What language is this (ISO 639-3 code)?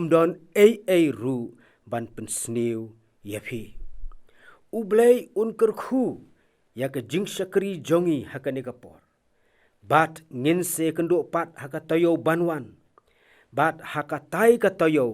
kha